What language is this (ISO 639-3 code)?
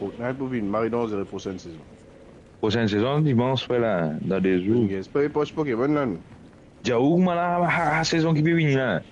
mfe